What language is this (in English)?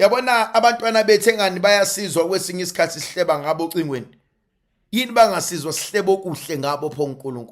Zulu